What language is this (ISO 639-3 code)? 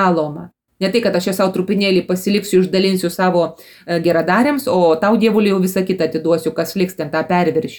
lit